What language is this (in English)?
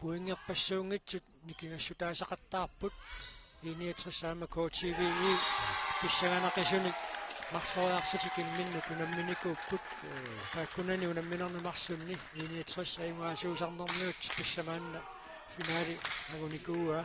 Kalaallisut